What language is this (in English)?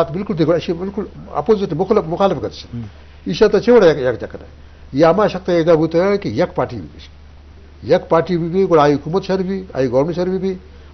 Eastern Balochi